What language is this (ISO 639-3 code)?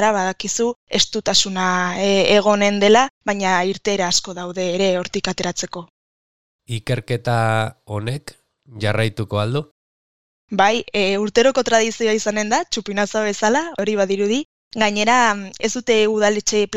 eus